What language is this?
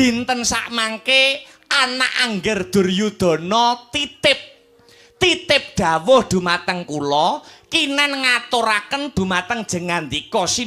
Javanese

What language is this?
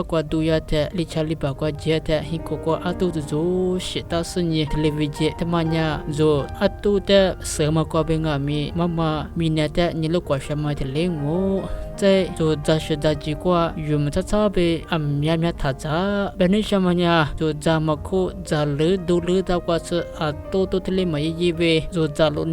Lisu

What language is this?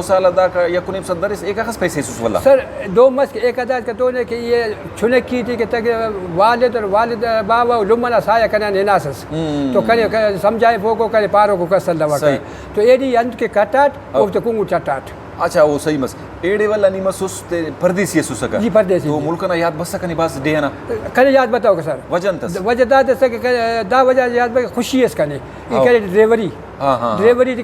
Brahui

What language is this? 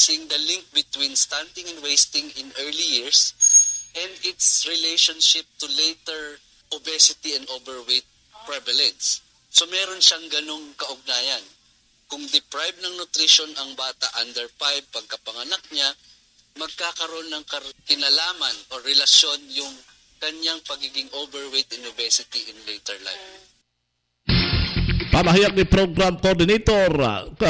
Filipino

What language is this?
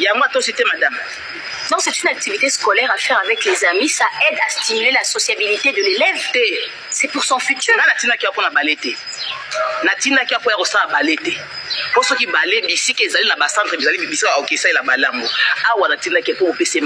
Lingala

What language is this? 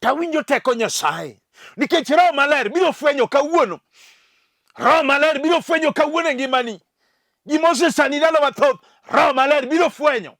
Luo (Kenya and Tanzania)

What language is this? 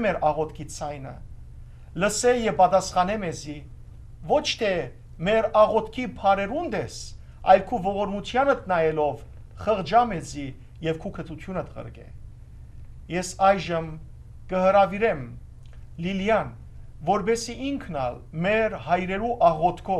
Western Armenian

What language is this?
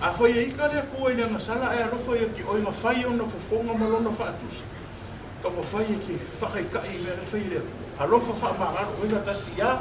Samoan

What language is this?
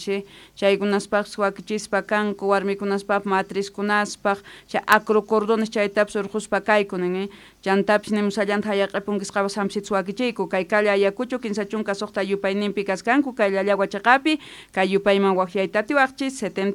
South Bolivian Quechua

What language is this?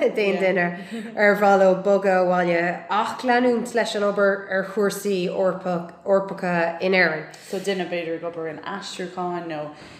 Irish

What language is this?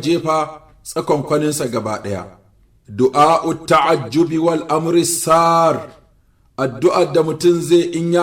Hausa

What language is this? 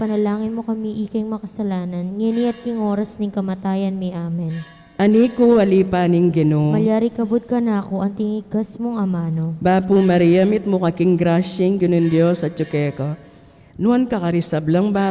Pampanga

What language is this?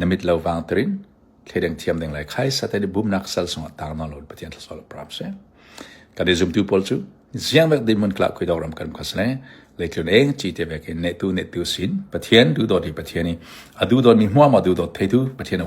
Falam Chin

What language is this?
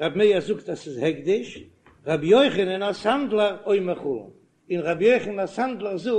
Yiddish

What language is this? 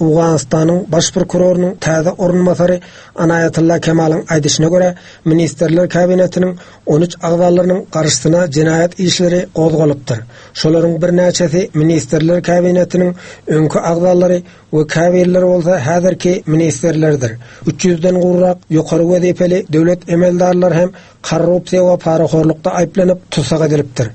Turkmen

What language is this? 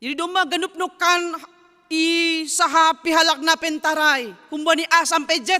Batak Simalungun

